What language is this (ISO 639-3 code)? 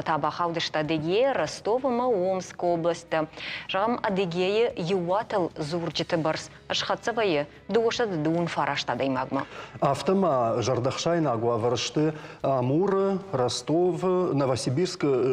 oss